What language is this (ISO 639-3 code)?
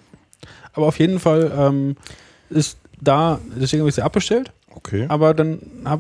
deu